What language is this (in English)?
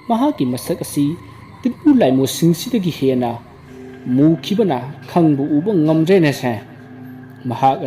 Manipuri